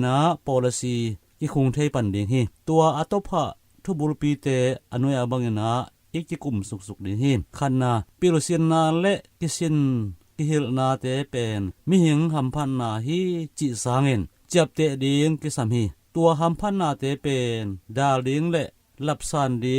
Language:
Tedim Chin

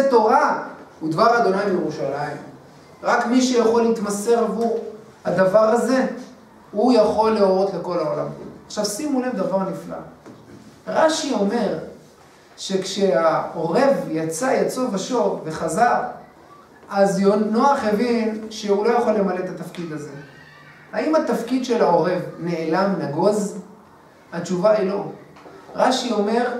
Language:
Hebrew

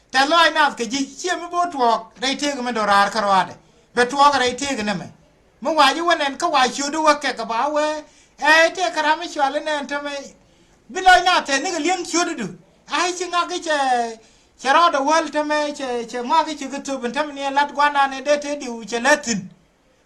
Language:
Nuer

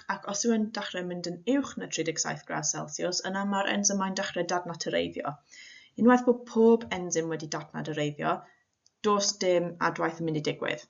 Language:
Welsh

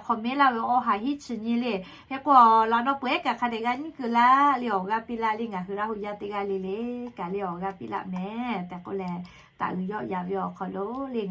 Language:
Lahu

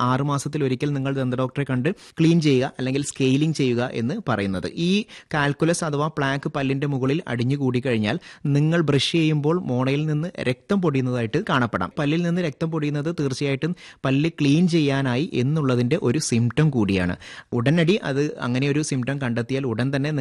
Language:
Malayalam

